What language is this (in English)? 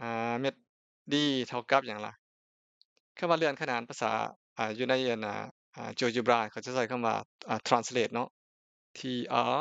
Lao